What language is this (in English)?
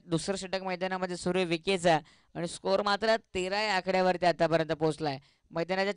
Marathi